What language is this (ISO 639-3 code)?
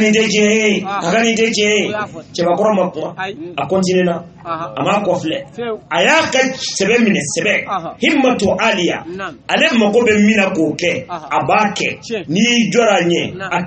bam